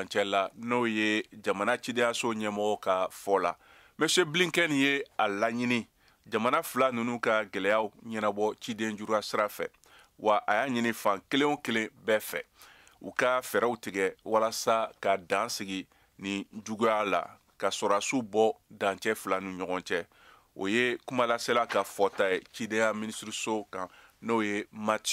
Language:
Bambara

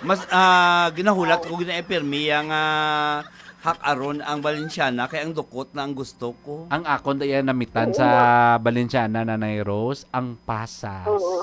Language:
Hiligaynon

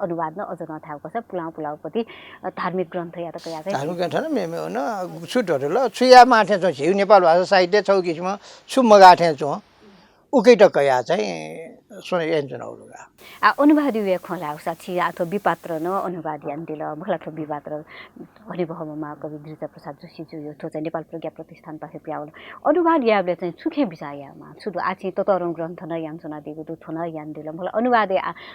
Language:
Newari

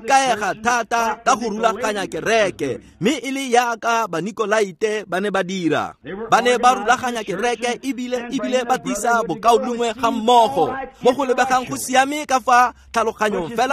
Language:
Tswana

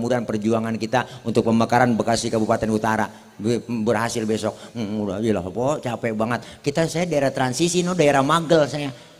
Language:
Betawi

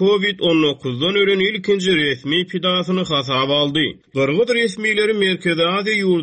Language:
Turkmen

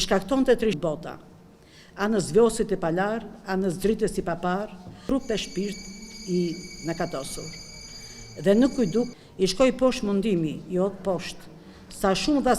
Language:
Albanian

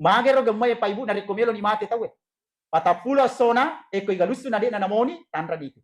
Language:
Buginese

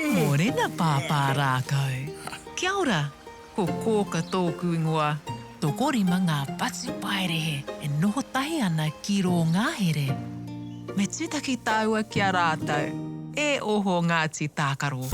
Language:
Māori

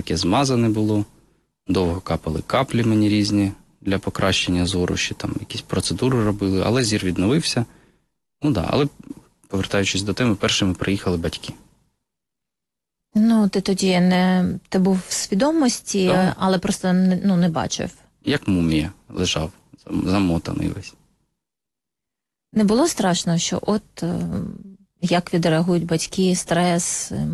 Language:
Ukrainian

